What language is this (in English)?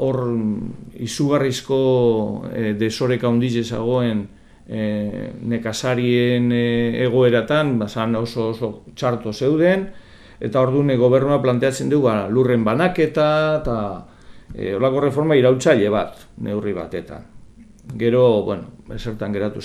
Basque